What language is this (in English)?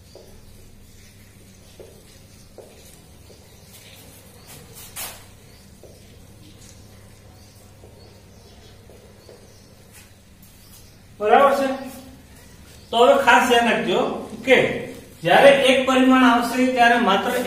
Gujarati